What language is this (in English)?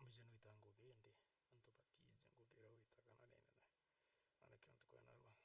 Meru